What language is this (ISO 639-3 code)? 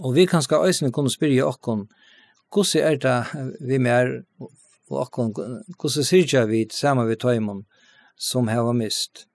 fao